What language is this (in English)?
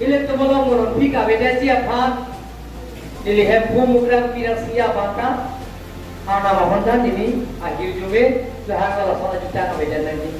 Karbi